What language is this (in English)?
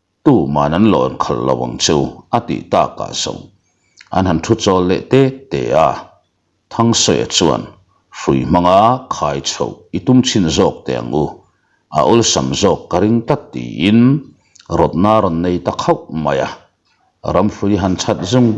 Mizo